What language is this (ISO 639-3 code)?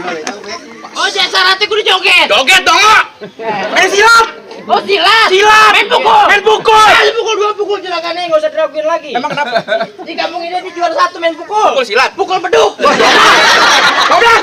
bew